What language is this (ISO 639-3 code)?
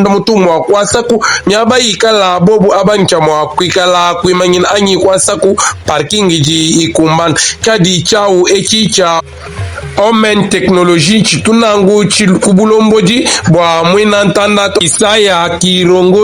lua